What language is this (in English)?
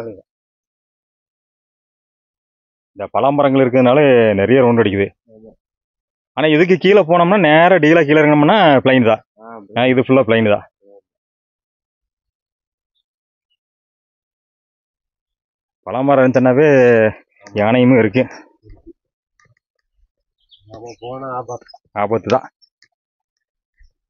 Tamil